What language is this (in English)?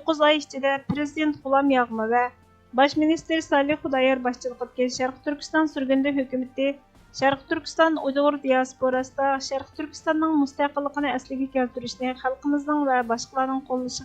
Uyghur